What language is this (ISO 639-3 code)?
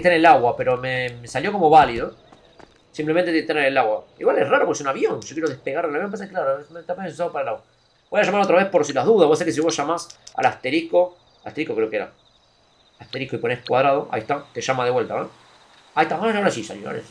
spa